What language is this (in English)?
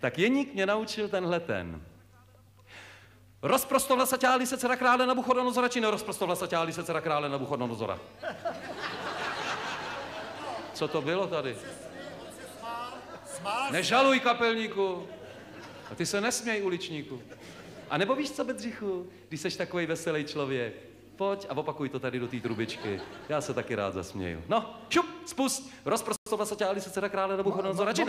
Czech